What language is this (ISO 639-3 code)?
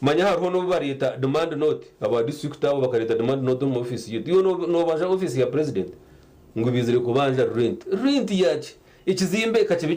nyn